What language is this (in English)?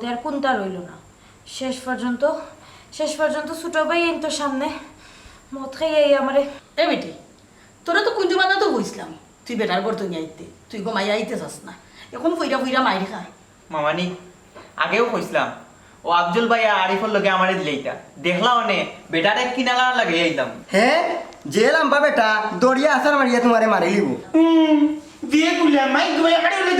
Sylheti